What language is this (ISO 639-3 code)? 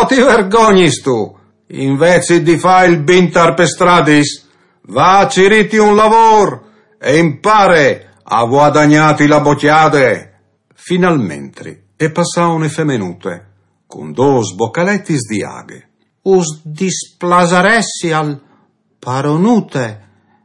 fur